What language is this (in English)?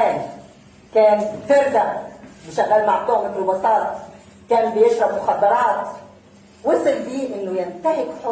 Egyptian Arabic